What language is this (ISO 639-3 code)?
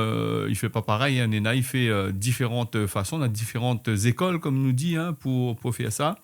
rcf